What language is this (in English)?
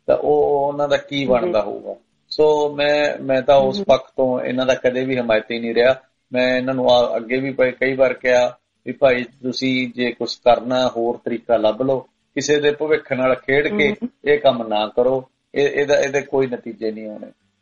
Punjabi